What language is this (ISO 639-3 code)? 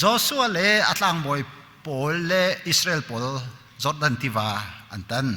cnh